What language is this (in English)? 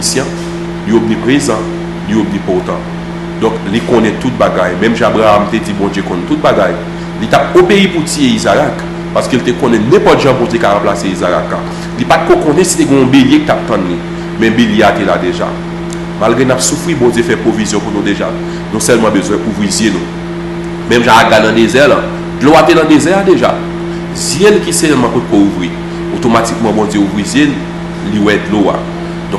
Haitian Creole